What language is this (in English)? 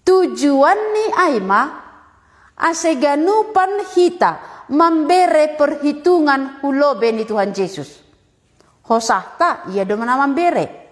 Batak Simalungun